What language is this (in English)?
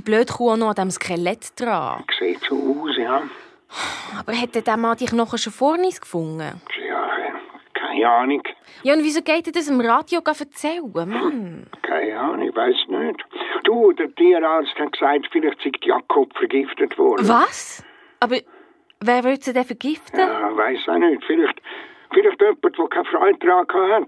Swiss German